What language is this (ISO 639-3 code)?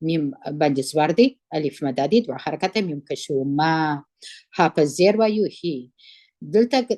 pus